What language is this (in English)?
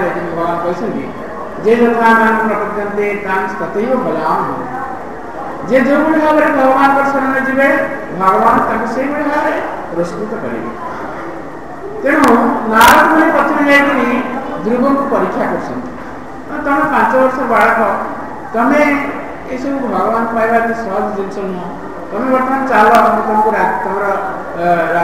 Odia